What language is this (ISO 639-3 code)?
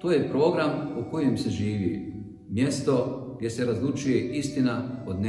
bos